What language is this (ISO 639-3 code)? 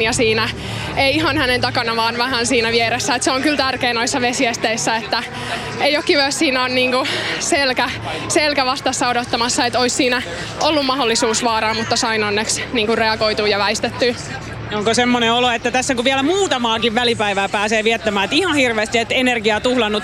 fin